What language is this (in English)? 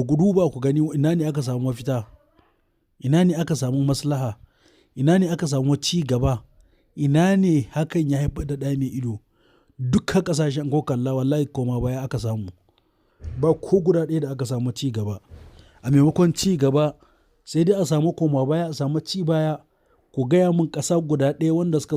Hausa